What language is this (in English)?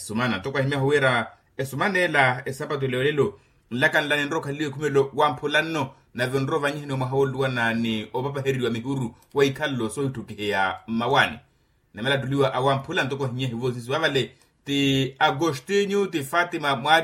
Makhuwa